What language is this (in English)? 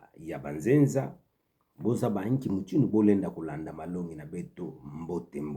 Kituba (Democratic Republic of Congo)